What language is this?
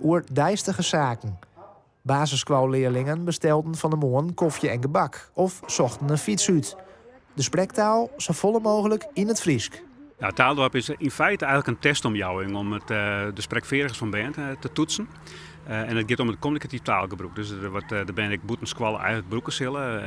Western Frisian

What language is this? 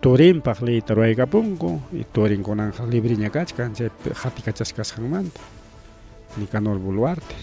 Ayacucho Quechua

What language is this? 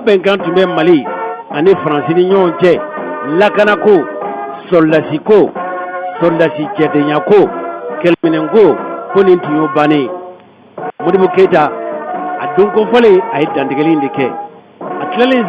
Bambara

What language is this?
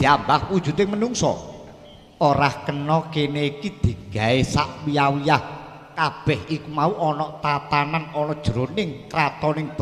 Javanese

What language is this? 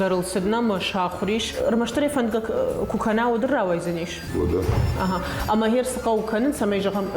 Ossetic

